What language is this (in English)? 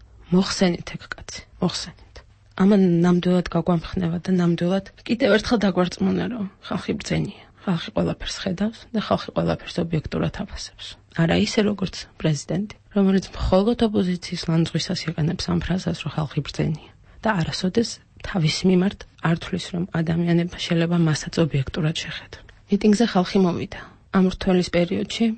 Georgian